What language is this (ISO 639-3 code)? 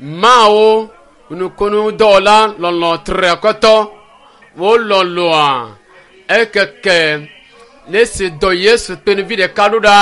ewe